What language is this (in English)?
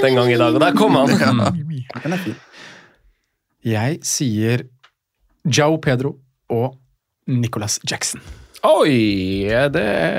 Norwegian